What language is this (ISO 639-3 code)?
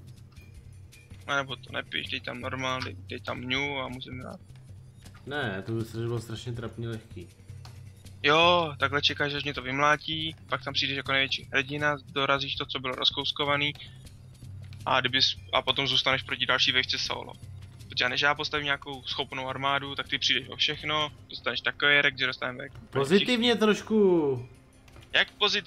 ces